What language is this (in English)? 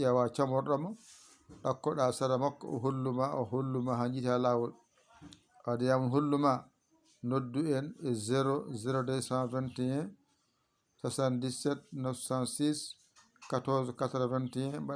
Fula